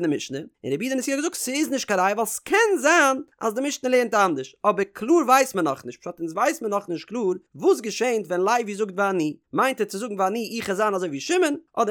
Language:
Yiddish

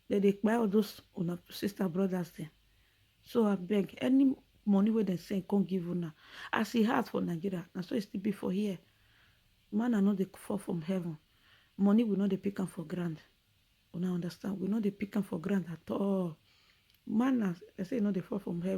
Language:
Nigerian Pidgin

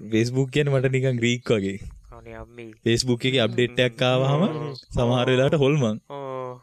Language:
Sinhala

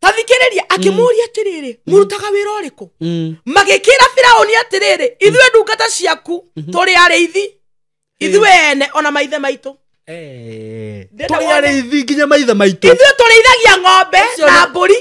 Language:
Kikuyu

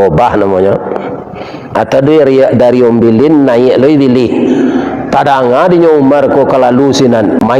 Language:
Minangkabau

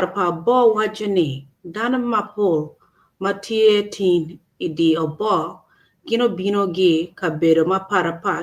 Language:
Acoli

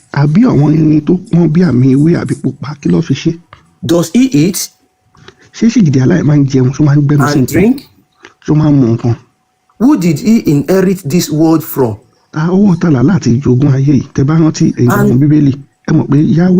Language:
Yoruba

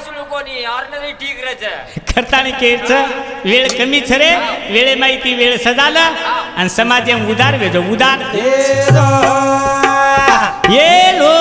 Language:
Lambadi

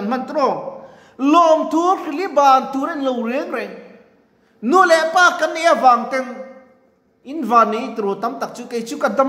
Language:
Mizo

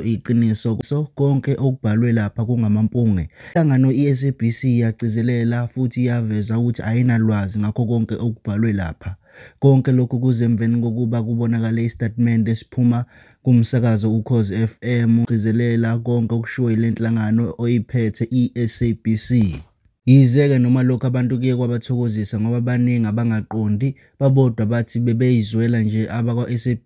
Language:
Zulu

